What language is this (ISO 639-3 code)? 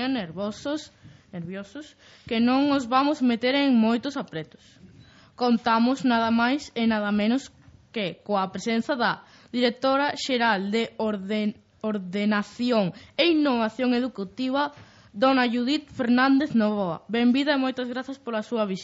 glg